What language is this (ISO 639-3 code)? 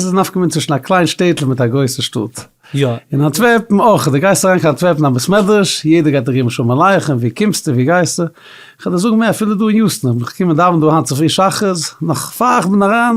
yid